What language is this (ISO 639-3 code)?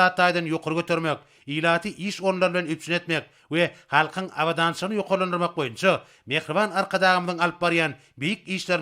tuk